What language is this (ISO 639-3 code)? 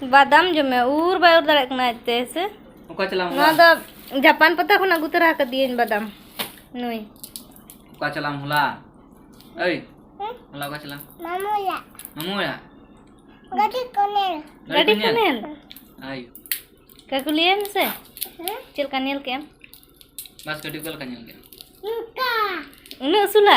sat